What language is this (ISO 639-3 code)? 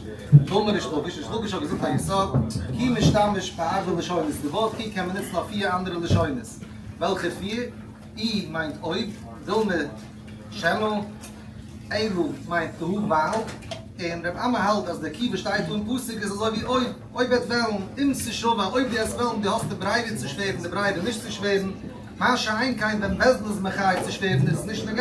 yid